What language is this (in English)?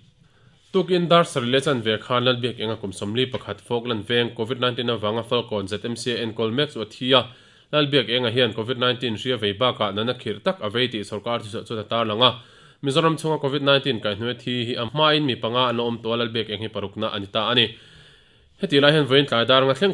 Mizo